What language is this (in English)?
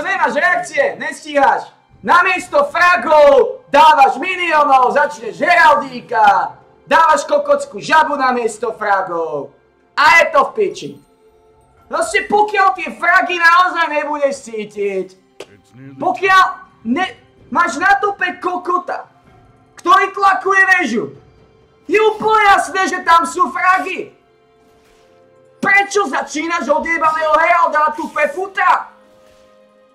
Slovak